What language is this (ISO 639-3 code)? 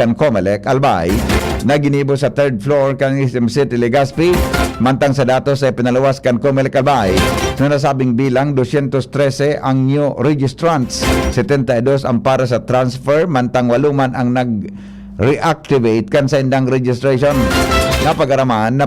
bik